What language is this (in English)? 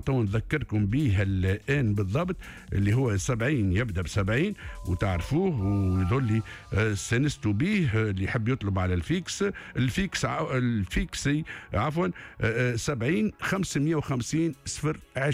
Tunisian Arabic